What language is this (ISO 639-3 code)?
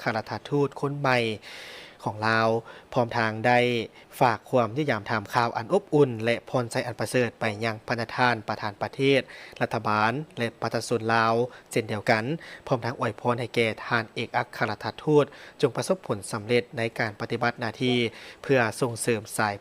lao